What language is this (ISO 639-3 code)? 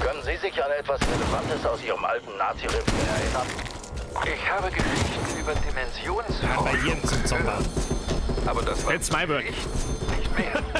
bar